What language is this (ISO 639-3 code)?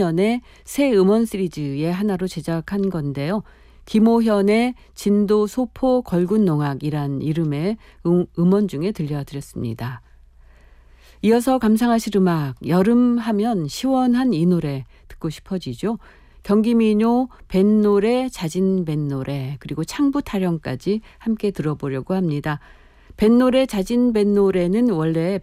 kor